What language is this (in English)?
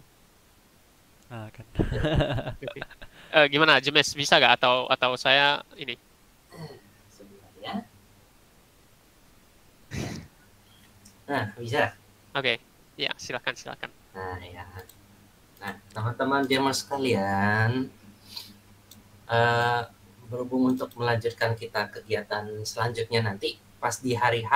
Indonesian